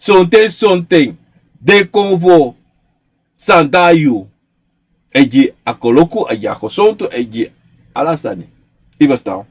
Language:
Sranan Tongo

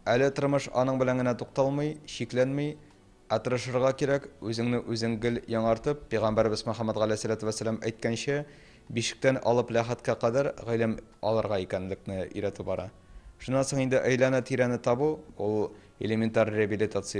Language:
Tatar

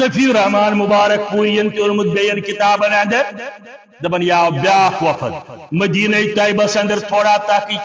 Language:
Kashmiri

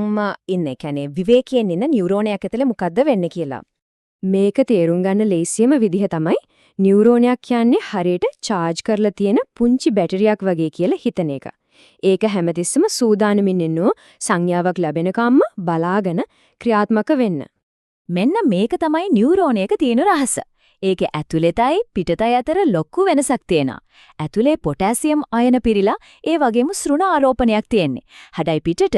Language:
Sinhala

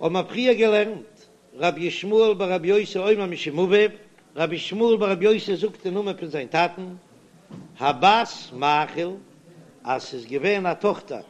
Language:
Yiddish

